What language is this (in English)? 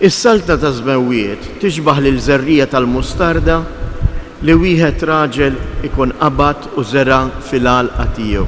Maltese